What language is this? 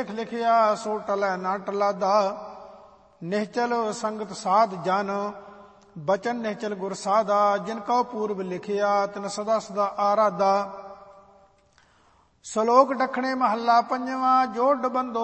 Punjabi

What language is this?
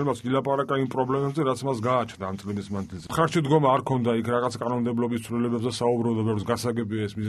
Georgian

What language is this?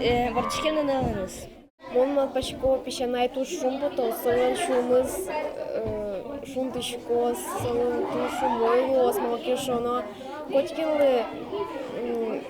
Udmurt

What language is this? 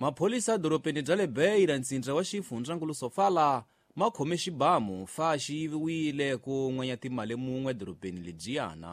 Tsonga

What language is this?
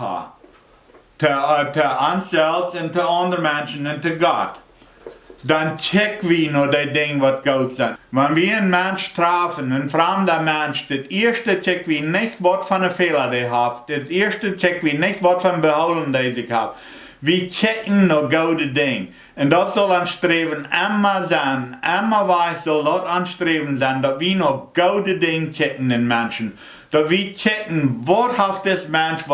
Plautdietsch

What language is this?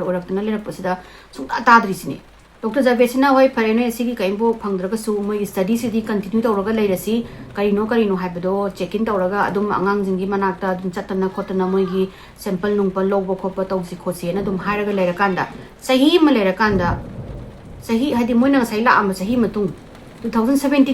Manipuri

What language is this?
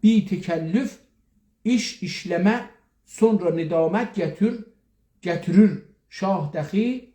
South Azerbaijani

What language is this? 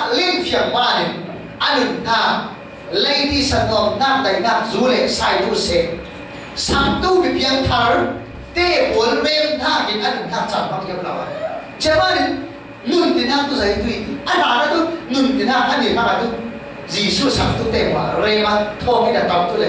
Falam Chin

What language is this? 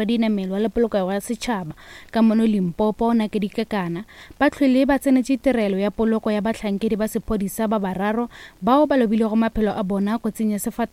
Northern Sotho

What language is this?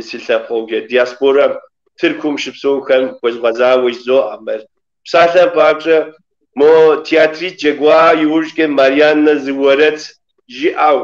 Kabardian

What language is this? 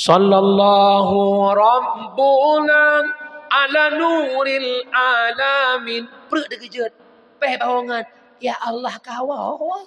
Achinese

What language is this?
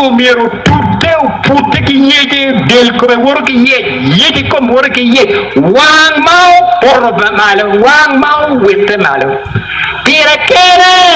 Acoli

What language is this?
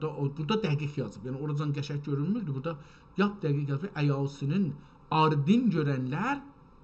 South Azerbaijani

